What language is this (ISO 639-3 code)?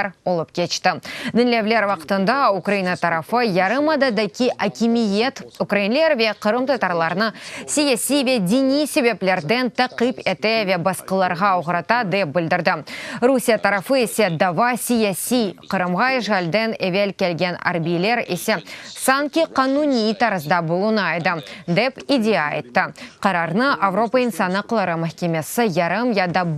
crh